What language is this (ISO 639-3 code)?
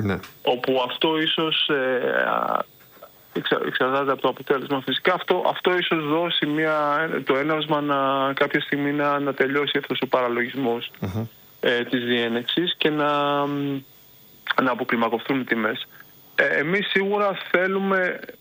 ell